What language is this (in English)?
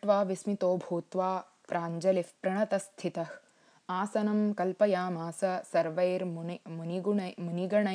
Sanskrit